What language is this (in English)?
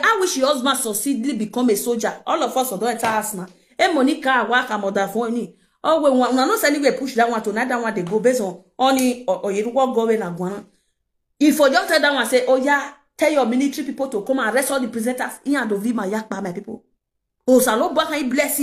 Nigerian Pidgin